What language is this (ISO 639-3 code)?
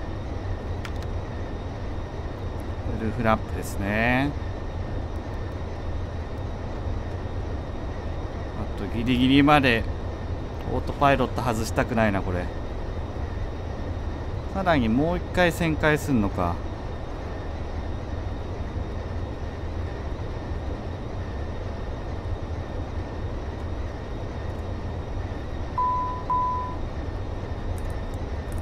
jpn